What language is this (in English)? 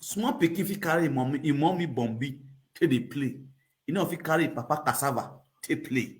Nigerian Pidgin